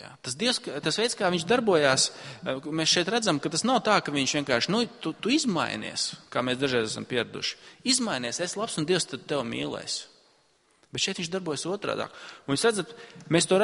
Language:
Latvian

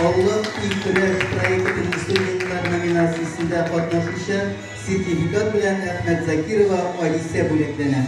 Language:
Tatar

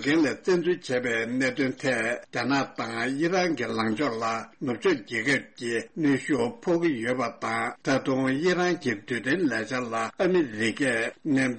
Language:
Tibetan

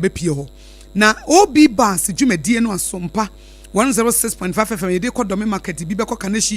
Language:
Akan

